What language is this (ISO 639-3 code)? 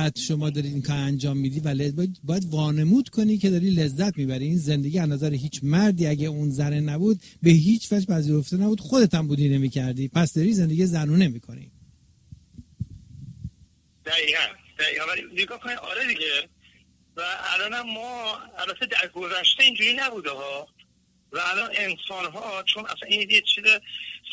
fas